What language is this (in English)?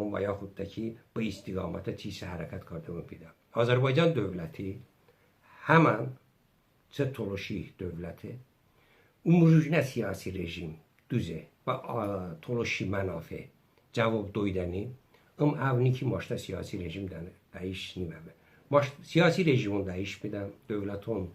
Talysh